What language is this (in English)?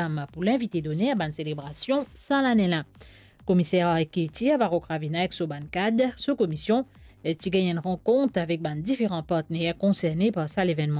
Morisyen